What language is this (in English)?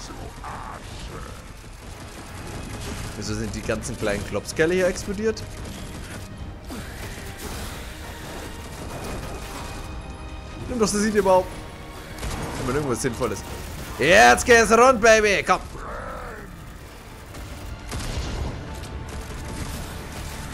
German